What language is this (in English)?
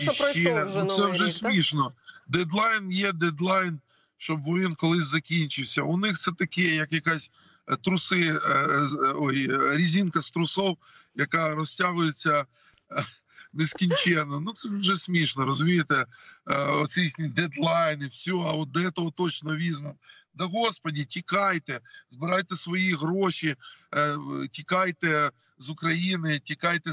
Ukrainian